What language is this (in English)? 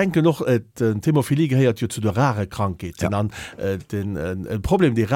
Luxembourgish